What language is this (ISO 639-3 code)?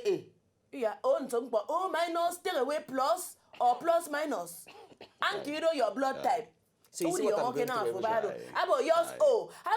pcm